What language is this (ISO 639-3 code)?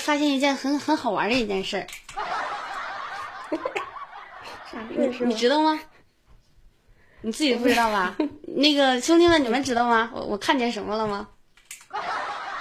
zho